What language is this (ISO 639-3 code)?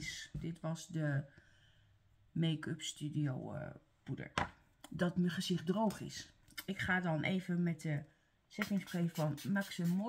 nld